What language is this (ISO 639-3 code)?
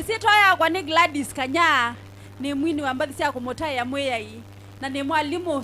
kam